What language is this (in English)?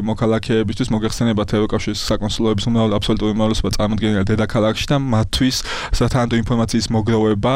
Georgian